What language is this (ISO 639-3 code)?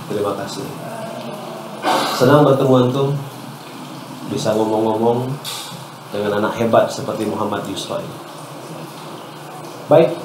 ind